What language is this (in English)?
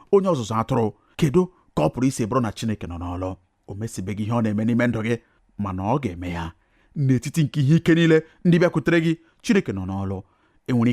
Igbo